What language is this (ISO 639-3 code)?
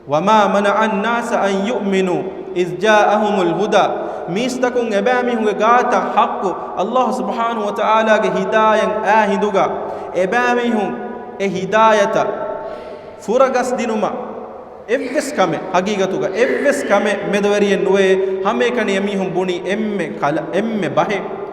div